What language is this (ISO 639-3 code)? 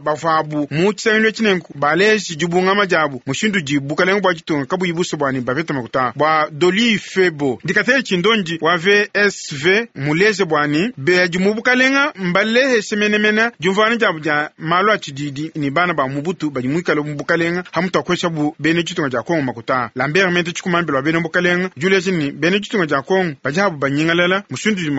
lua